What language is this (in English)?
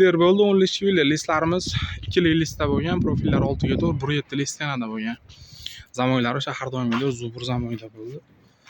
Uzbek